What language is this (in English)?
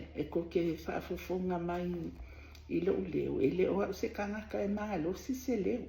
Samoan